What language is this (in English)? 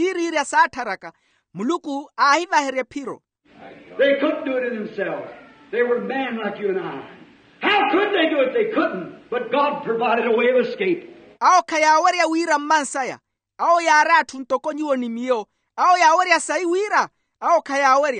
Makhuwa